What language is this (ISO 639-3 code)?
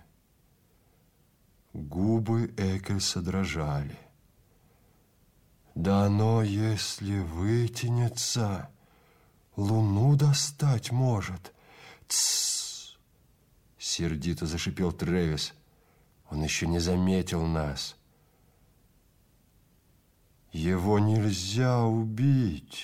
rus